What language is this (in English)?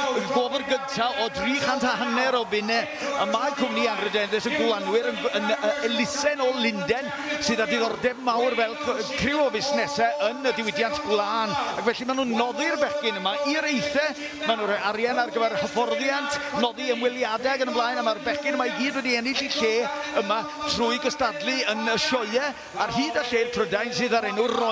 Welsh